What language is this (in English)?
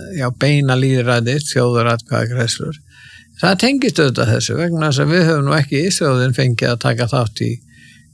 Icelandic